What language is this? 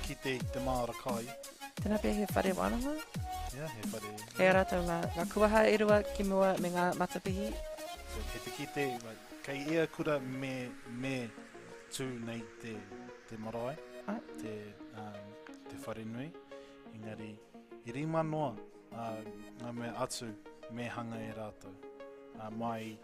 Māori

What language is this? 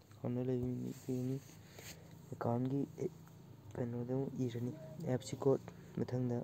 Manipuri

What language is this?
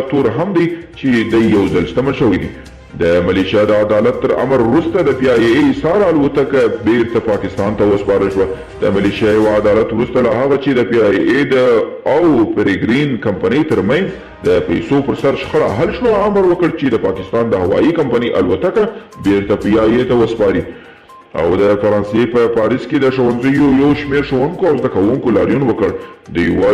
Pashto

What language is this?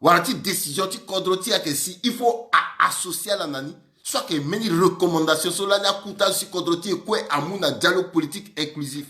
Sango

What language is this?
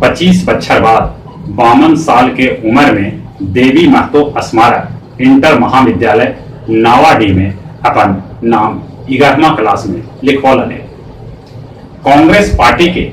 Magahi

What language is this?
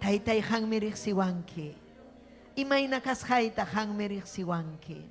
Ayacucho Quechua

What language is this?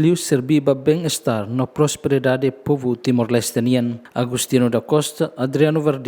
Tetum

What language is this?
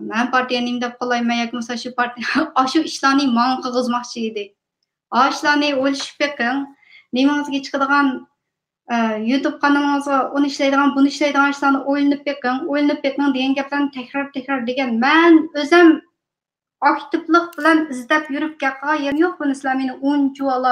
Uyghur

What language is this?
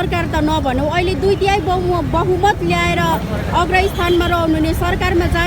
Nepali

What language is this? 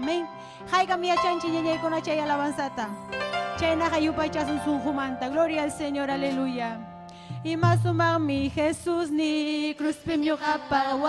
Ayacucho Quechua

